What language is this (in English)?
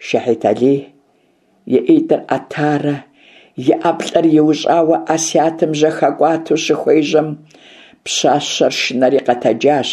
Kabardian